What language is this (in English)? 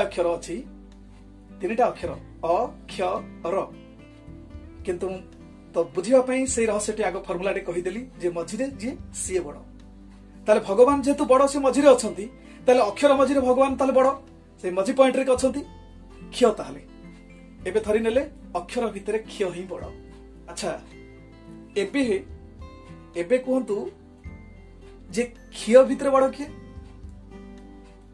Odia